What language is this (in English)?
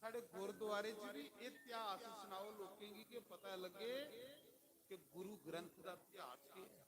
Dogri